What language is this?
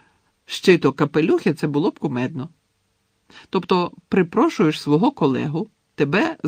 Ukrainian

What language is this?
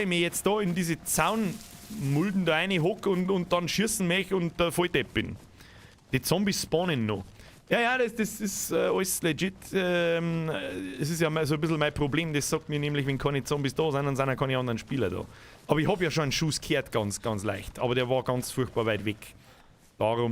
Bavarian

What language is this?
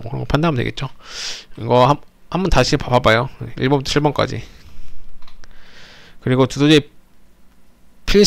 Korean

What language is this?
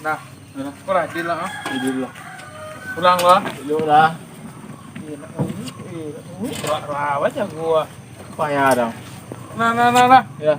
Minangkabau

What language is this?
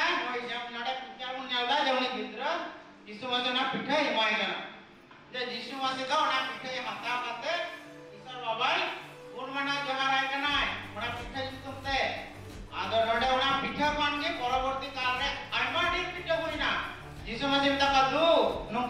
Santali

